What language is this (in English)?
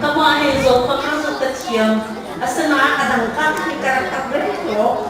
Hakha Chin